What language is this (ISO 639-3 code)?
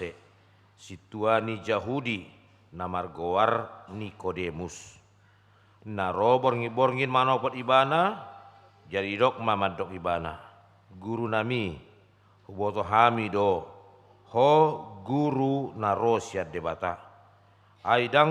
bbc